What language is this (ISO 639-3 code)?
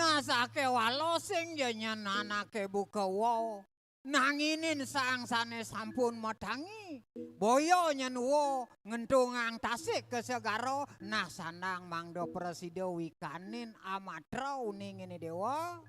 ban